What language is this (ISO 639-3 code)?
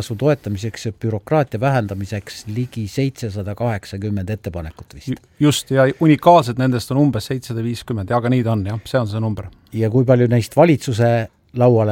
est